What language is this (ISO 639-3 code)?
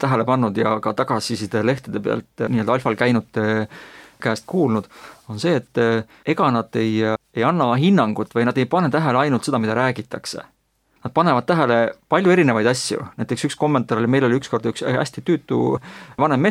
est